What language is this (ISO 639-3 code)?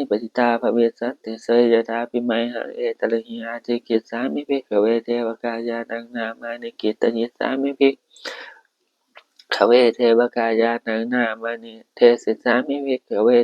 pli